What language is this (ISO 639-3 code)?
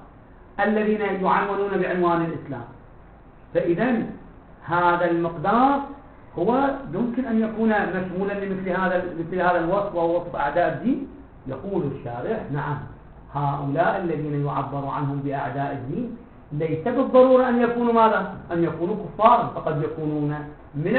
ara